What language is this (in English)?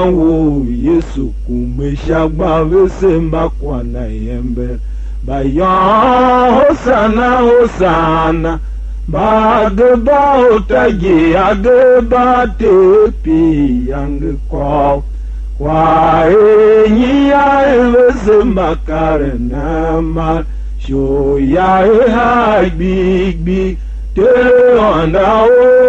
Tiv